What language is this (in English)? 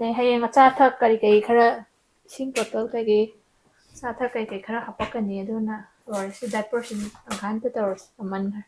Manipuri